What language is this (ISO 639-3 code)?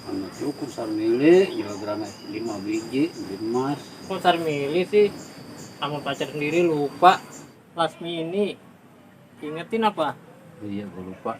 bew